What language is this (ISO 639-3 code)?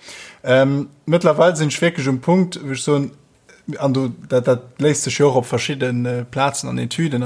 ltz